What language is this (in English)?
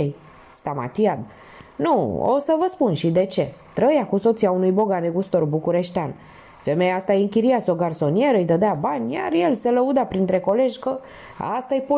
Romanian